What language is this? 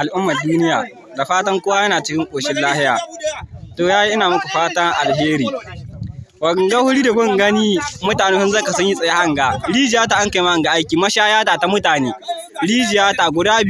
Hausa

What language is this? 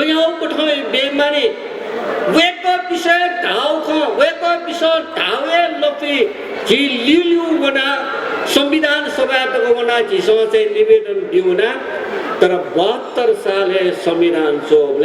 Newari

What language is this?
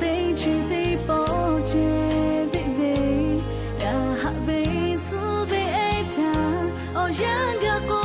Lahu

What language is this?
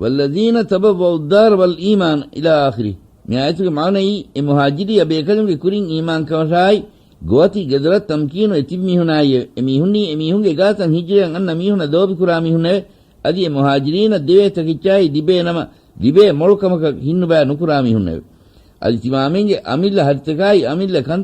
Divehi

